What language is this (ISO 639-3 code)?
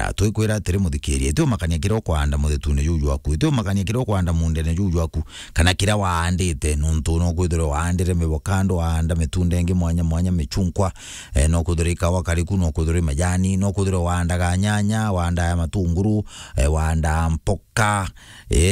mer